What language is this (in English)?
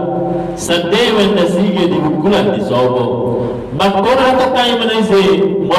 Batak Toba